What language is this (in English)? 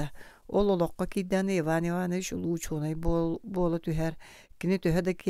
Yakut